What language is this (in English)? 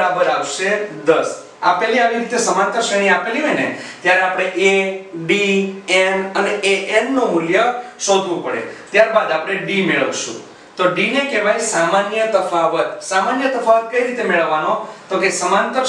Gujarati